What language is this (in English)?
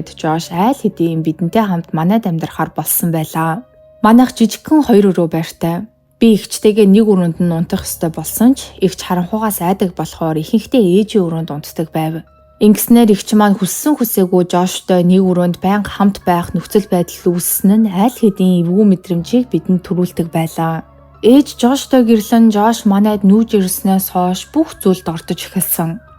Mongolian